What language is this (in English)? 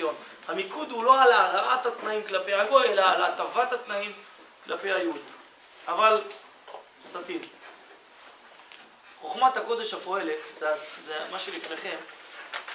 Hebrew